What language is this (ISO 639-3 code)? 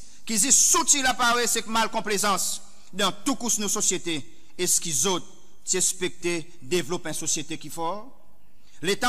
crs